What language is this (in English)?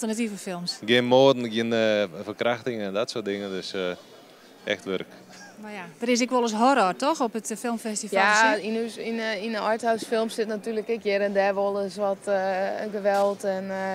Western Frisian